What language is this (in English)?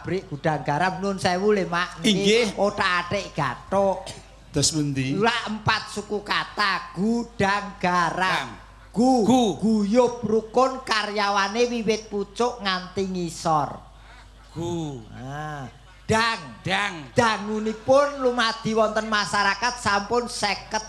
Javanese